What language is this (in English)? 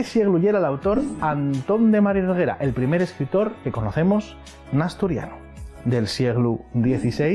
Asturian